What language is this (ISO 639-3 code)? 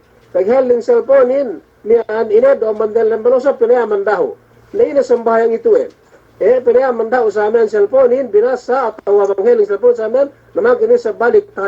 yka